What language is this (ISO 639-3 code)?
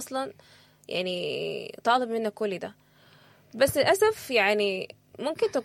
apd